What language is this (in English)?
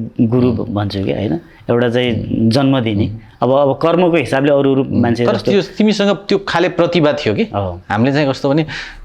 Nepali